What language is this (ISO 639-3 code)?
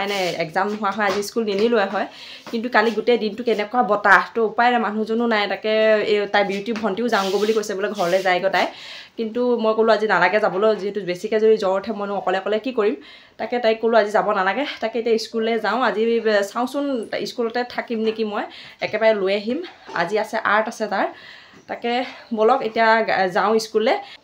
asm